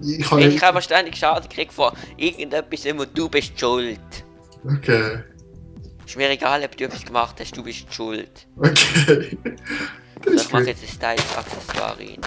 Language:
Swiss German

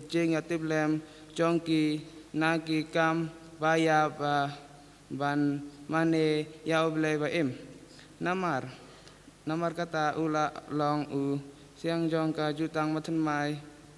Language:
Khasi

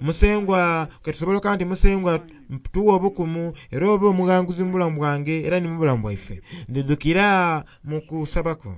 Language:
Soga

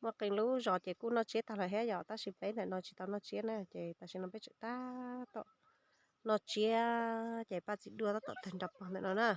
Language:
Hmong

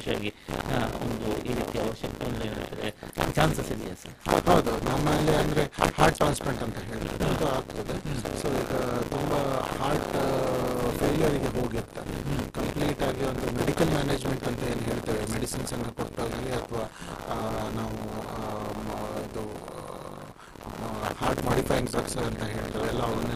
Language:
Kannada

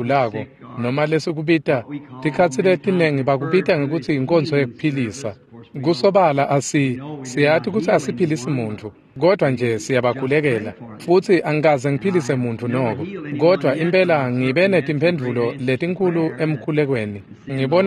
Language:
Swati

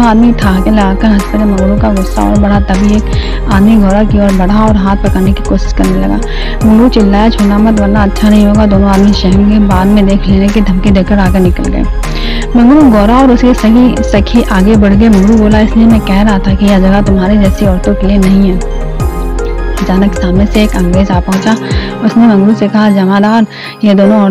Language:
Hindi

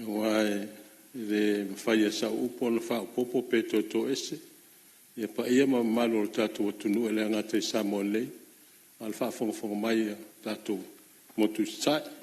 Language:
Samoan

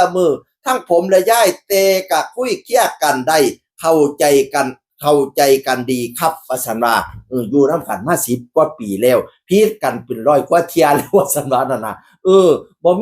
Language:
Northeastern Thai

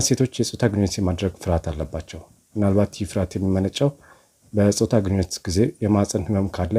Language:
Amharic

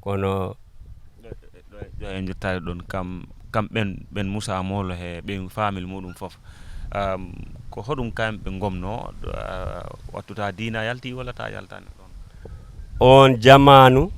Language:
Fula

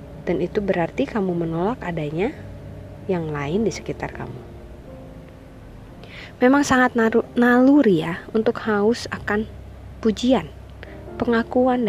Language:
Indonesian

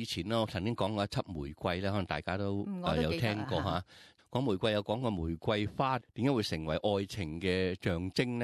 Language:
Cantonese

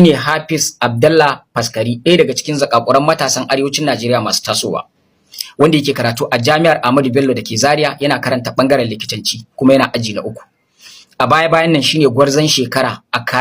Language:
Hausa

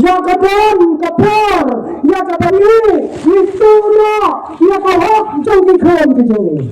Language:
Khasi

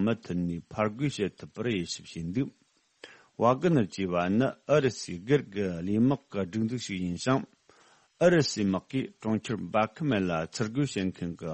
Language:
Tibetan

